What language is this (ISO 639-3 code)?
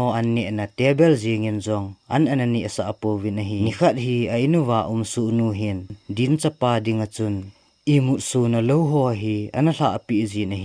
tcz